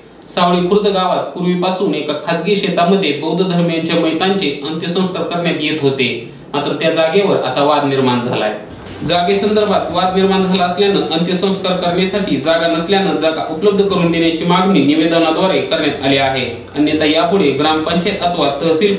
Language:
Marathi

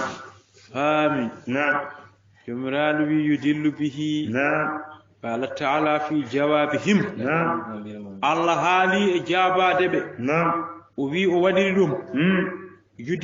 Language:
Fula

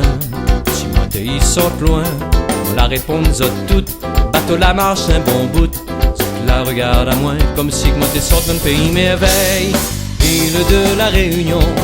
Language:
Réunion Creole French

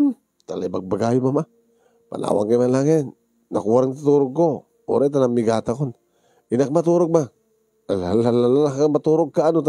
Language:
Iloko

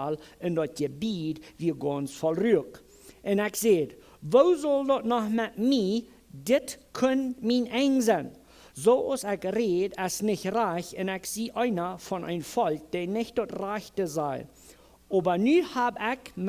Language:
Plautdietsch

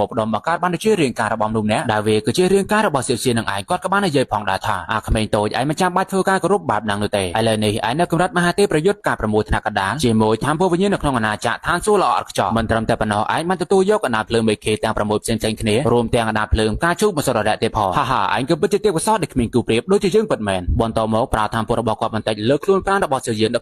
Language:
Khmer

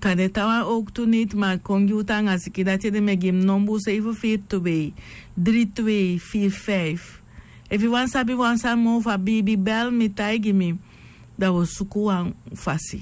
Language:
Sranan Tongo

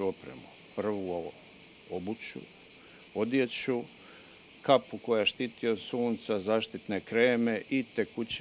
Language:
Croatian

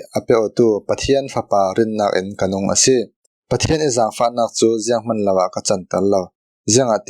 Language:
Falam Chin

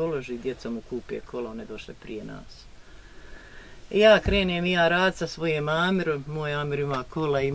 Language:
Bosnian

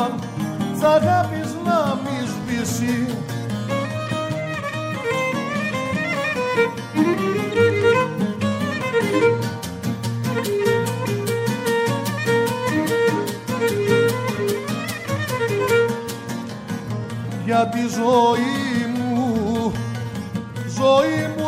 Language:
Greek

